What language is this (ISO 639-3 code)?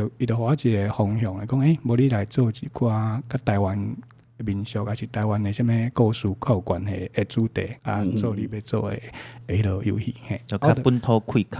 nan